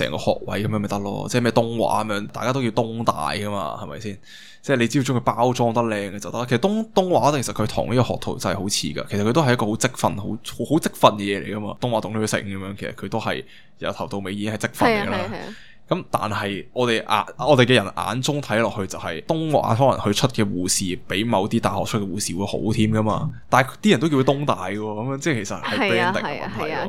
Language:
Cantonese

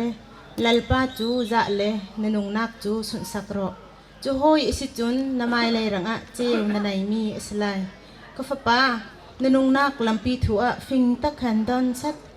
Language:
Bawm Chin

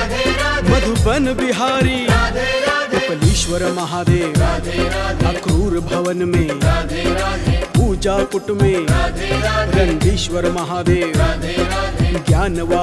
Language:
Hindi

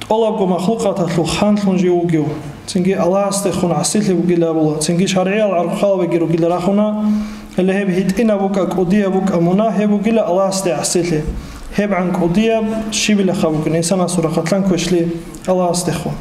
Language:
Avaric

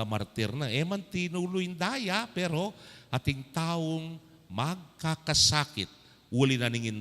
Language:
Pampanga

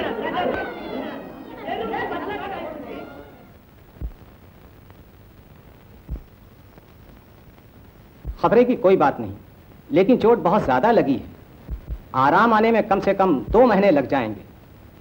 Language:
Hindi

